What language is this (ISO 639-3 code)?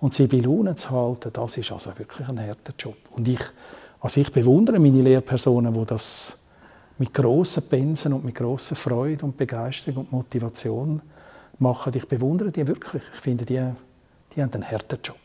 gsw